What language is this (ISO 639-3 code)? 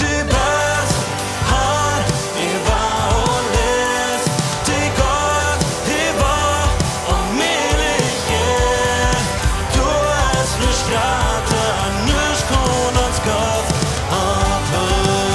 pdt